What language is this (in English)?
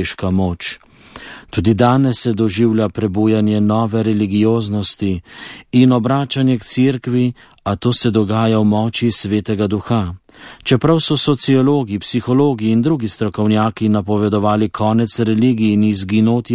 Slovenian